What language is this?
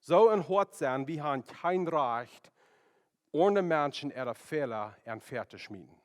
Plautdietsch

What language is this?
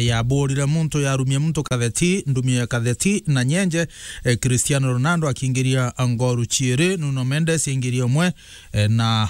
Meru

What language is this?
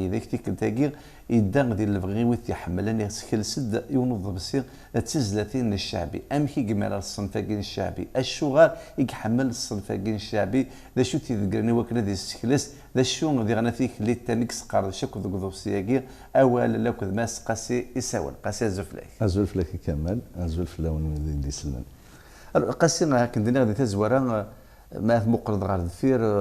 Kabyle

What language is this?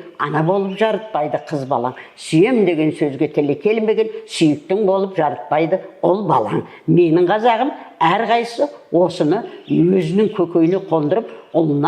Kazakh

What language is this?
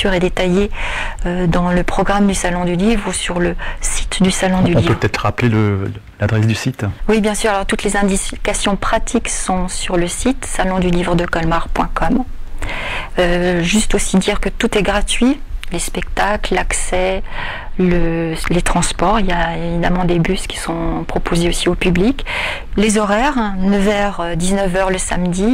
French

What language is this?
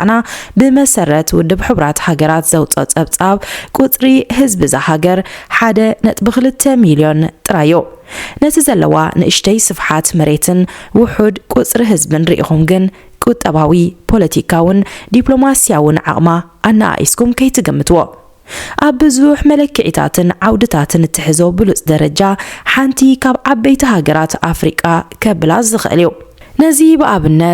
Tigrinya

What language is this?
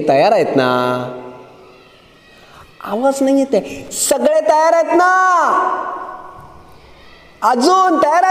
Marathi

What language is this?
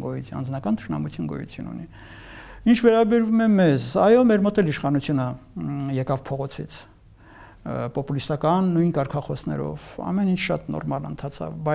Armenian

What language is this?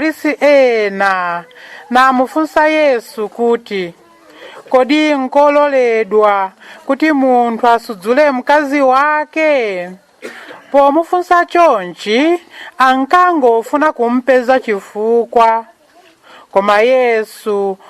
Nyanja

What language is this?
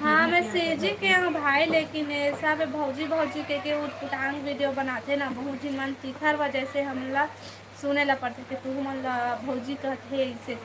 Chhattisgarhi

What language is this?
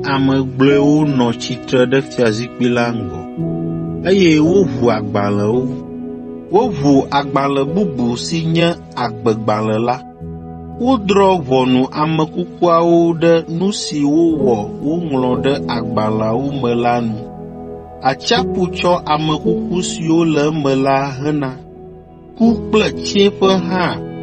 Ewe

